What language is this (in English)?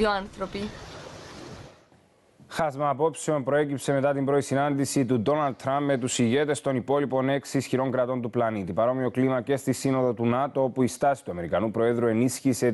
Greek